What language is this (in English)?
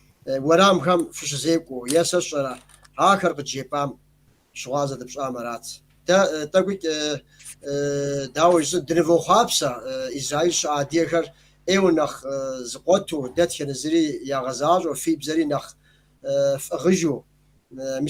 Kabardian